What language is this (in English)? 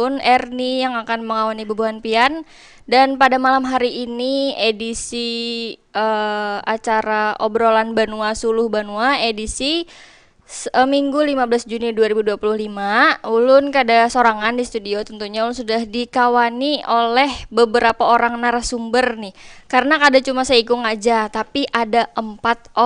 Banjar